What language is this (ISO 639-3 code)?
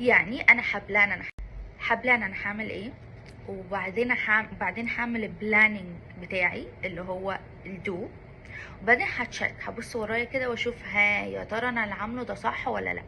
arz